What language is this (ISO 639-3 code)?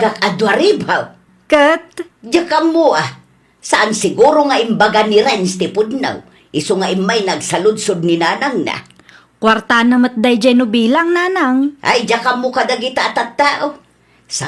ilo